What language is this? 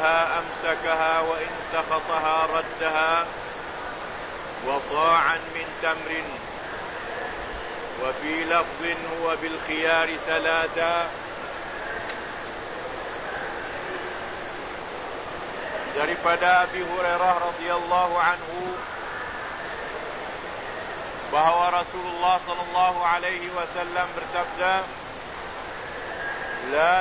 Malay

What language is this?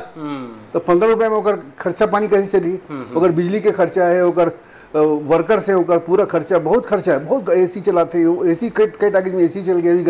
Chhattisgarhi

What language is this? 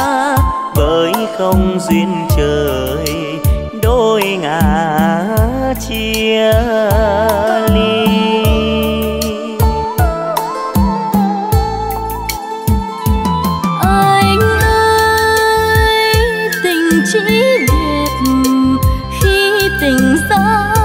Vietnamese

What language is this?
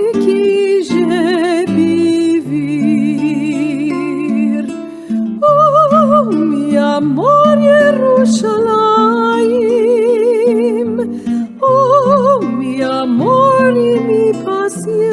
Ladino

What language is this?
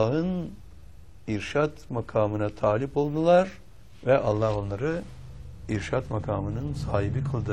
Turkish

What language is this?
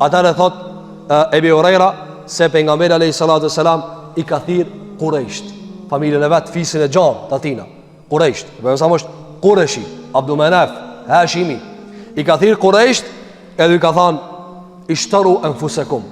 Albanian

